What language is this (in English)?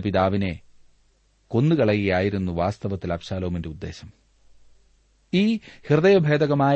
Malayalam